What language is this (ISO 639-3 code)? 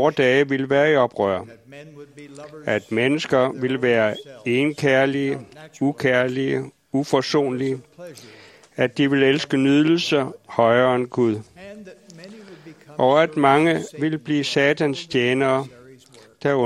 dan